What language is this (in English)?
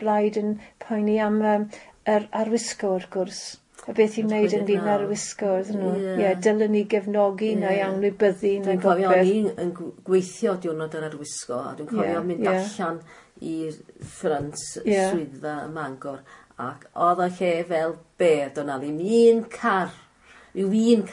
Welsh